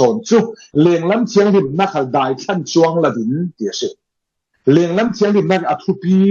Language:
Falam Chin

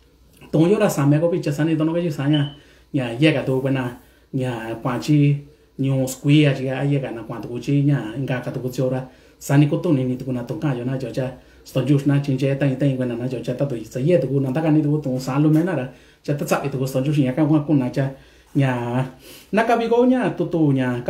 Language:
Mixtepec Mixtec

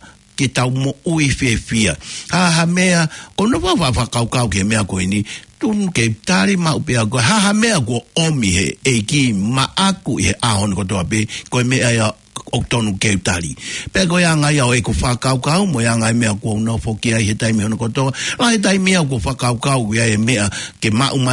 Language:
Tongan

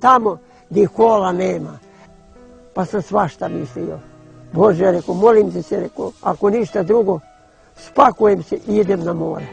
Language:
Bosnian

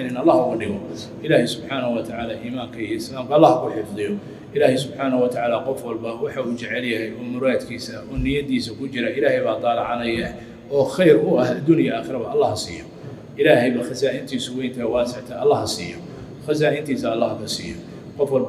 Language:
Somali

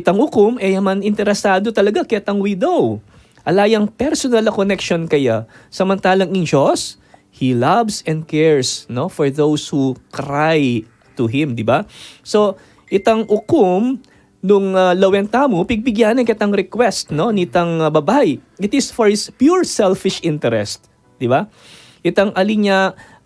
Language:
Pampanga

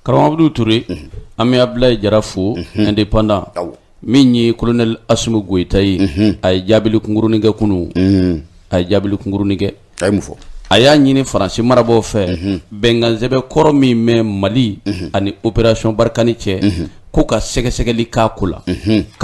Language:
Bambara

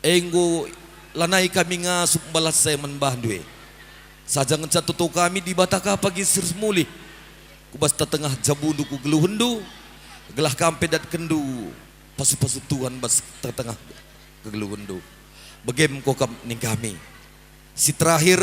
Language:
Batak Karo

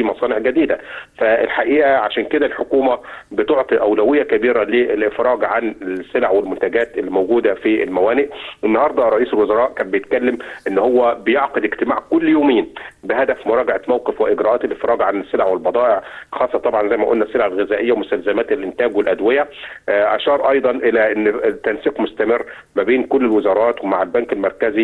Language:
Egyptian Arabic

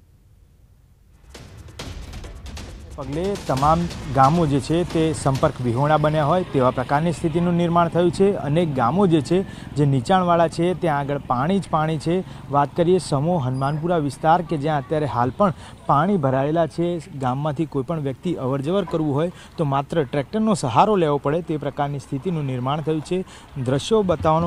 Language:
Gujarati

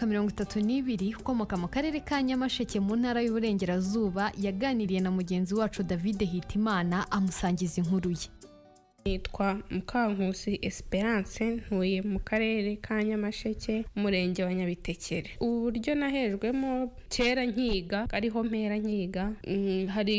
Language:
Kinyarwanda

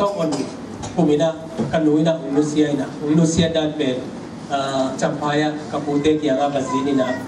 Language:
Tedim Chin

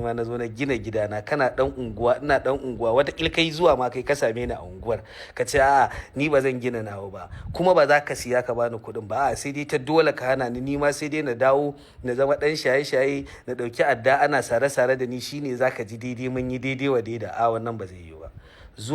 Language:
Hausa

